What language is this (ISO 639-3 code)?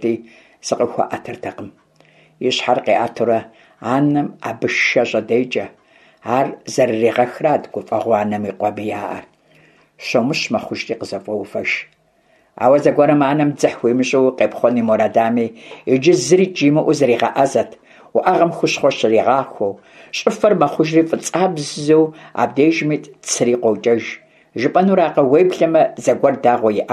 kbd